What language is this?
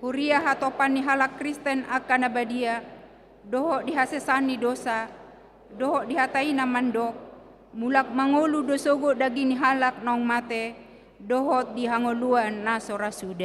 Batak Toba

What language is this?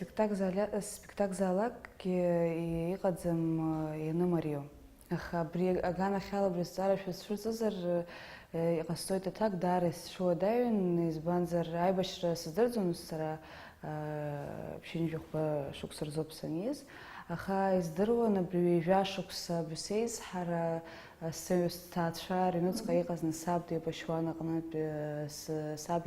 Abkhazian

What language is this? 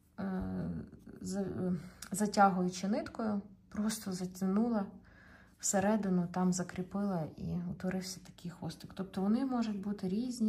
Ukrainian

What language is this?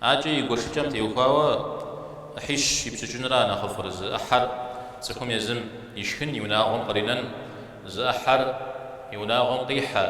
Kabardian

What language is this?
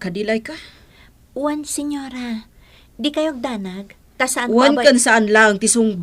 Iloko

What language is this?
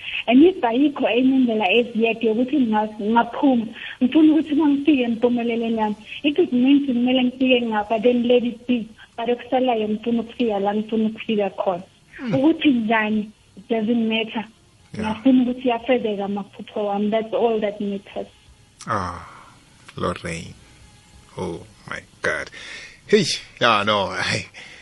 South Ndebele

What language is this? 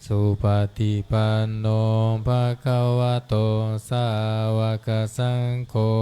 Pali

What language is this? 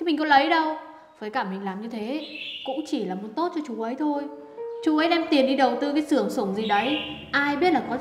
Vietnamese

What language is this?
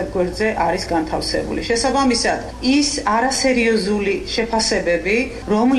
Georgian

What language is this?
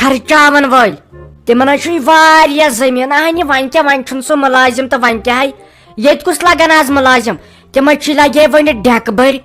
Kashmiri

